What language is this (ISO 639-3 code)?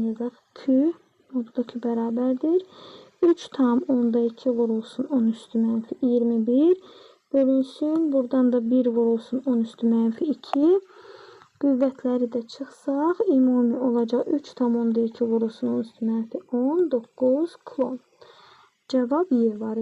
aze